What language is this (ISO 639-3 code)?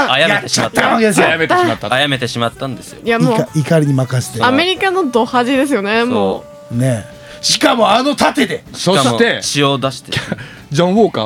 jpn